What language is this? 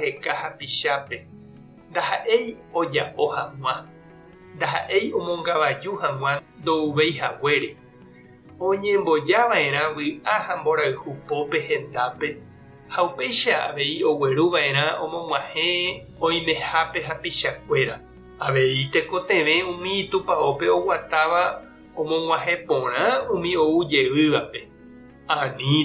Guarani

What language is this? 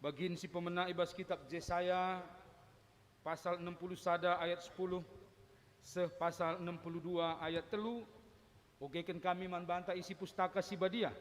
Batak Karo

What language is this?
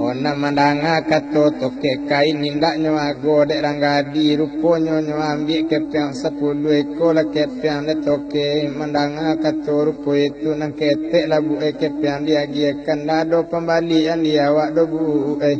Minangkabau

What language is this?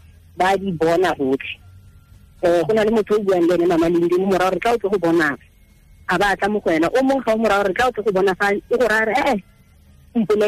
Tswana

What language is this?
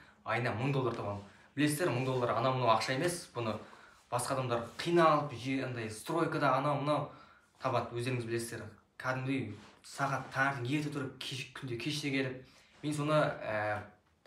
Kazakh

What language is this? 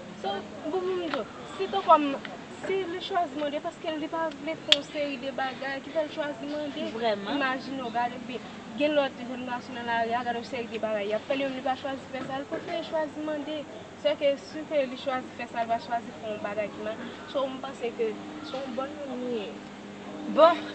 Haitian Creole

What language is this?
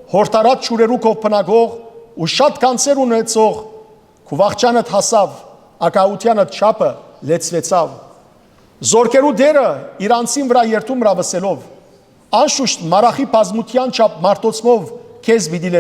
Western Armenian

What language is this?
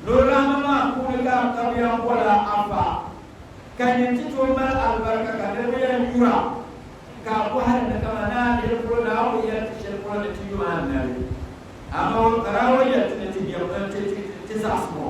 Dagbani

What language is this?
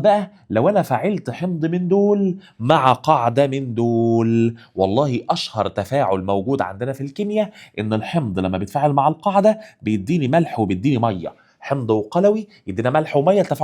Egyptian Arabic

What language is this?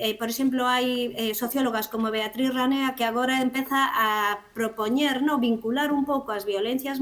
Galician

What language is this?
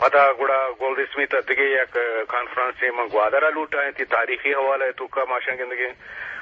Eastern Balochi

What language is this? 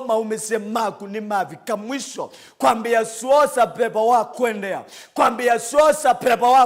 Kamba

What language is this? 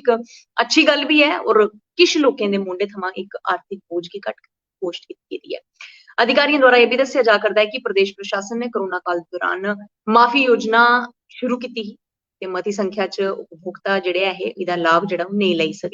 Dogri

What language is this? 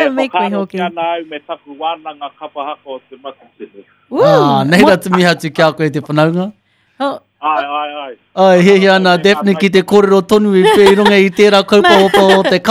Māori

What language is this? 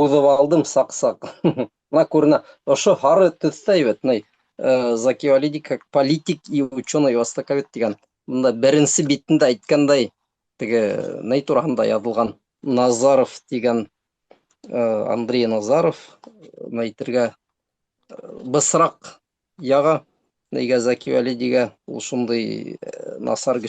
Bashkir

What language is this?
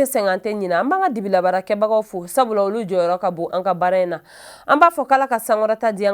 Bambara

